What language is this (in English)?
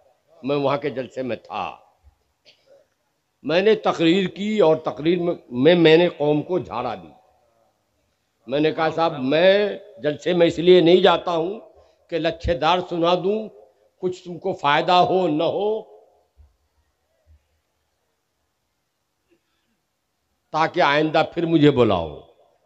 Urdu